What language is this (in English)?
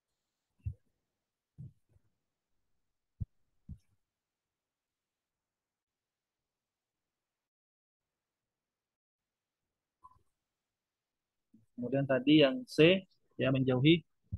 Indonesian